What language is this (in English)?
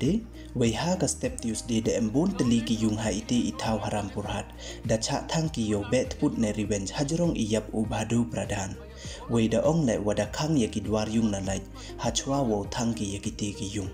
Pnar